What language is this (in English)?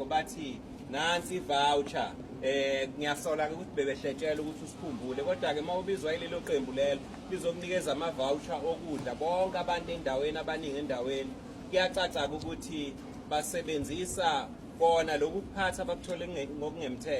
Zulu